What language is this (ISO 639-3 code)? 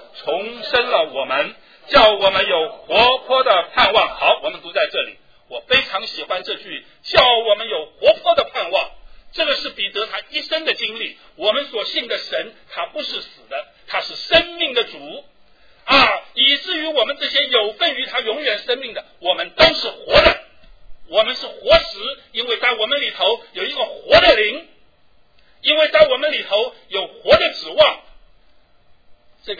zho